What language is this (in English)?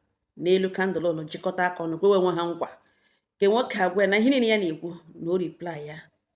Igbo